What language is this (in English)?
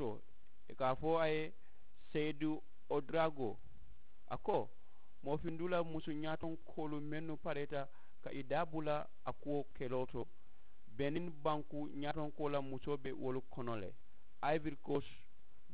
Mandingo